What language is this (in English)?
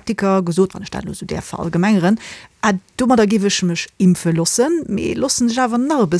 Luxembourgish